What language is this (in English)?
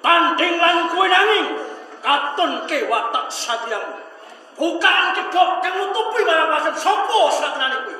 Javanese